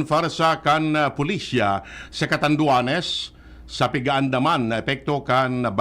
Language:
Bikol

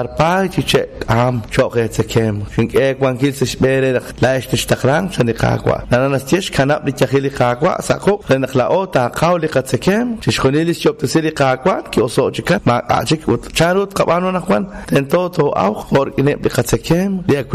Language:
Kekchí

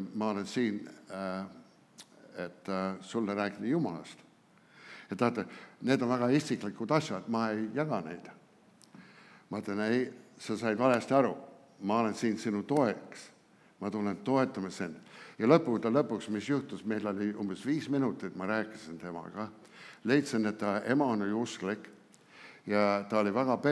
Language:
Estonian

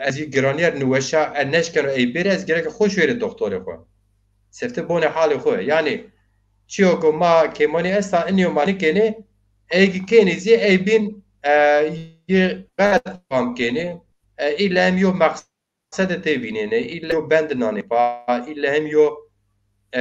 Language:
Zaza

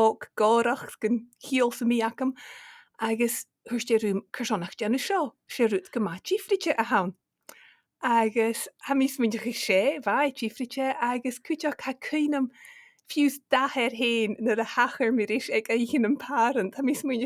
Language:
Scottish Gaelic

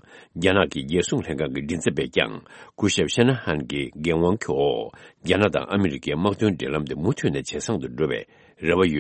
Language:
Tibetan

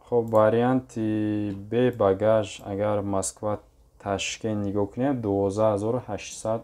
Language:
Tajik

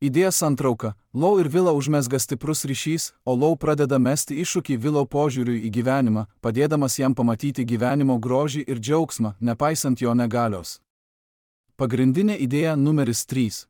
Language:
Lithuanian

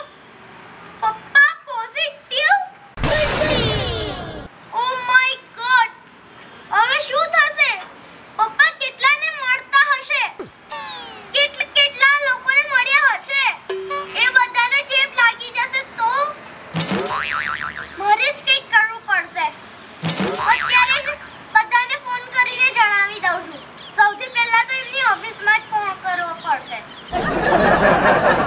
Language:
Gujarati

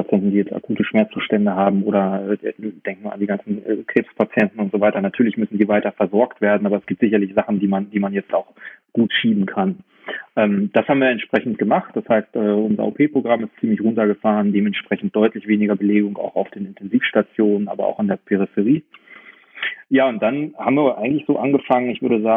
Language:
German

